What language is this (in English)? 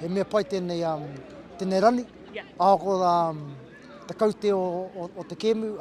Māori